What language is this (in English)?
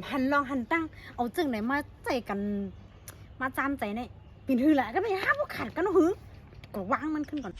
Shan